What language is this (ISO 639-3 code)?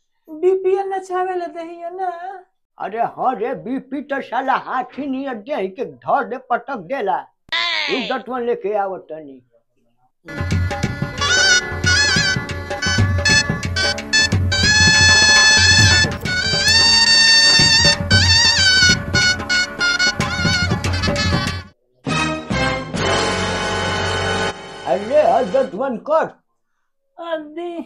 bho